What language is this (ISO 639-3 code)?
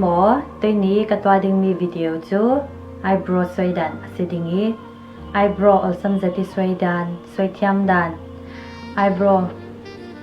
cfm